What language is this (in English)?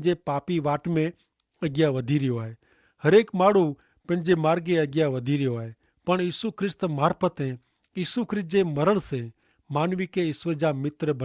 Kachhi